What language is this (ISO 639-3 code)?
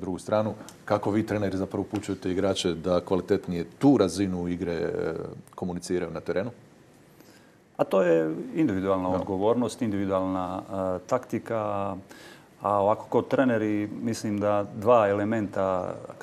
hrv